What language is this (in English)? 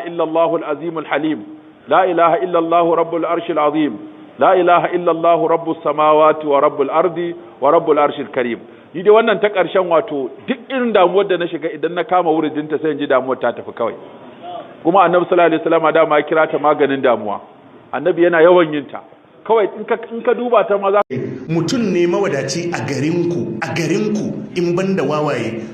Hausa